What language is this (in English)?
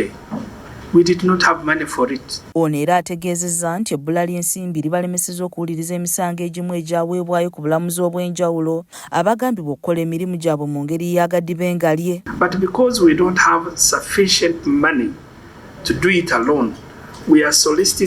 Ganda